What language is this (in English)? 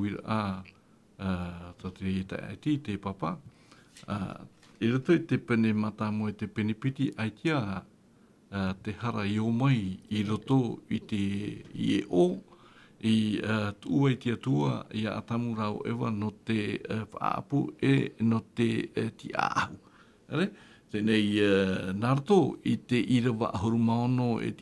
Tahitian